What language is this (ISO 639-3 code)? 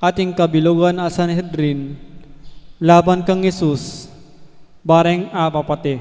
pam